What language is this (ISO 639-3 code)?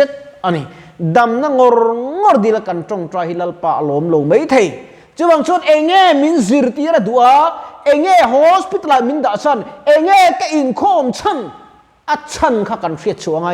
lus